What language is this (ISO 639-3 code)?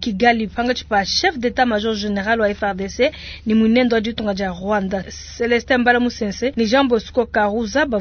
lua